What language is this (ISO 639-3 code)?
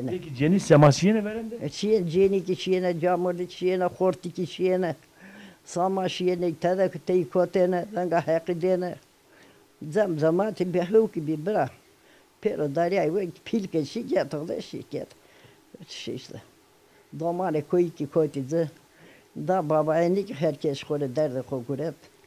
zza